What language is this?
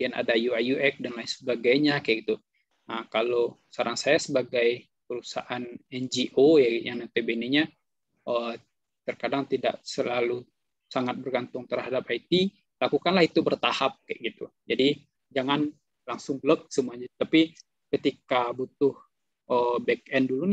Indonesian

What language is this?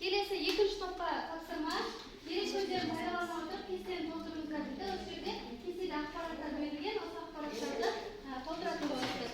Kazakh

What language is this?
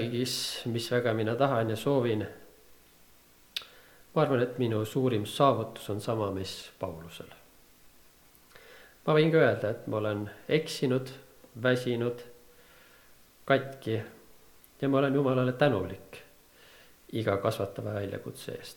Estonian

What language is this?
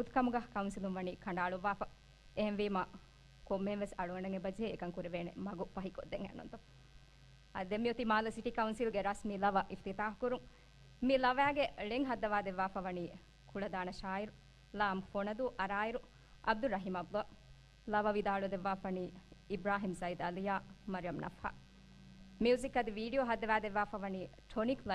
Divehi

